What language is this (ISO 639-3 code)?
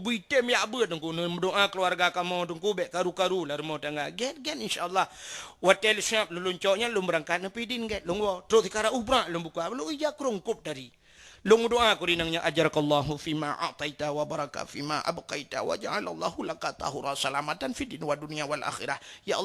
ace